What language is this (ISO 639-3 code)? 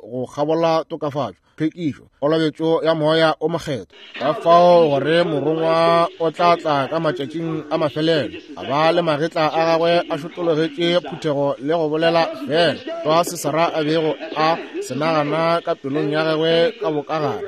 nso